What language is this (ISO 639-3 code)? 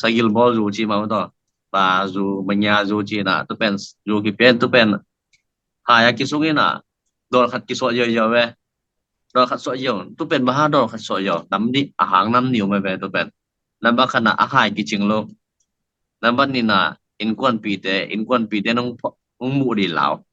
ctd